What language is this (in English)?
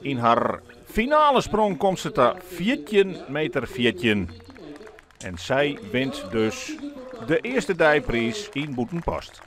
Western Frisian